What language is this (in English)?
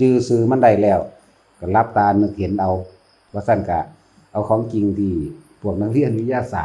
Northeastern Thai